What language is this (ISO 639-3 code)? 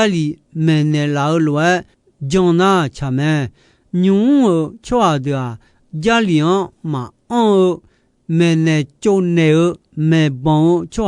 ahk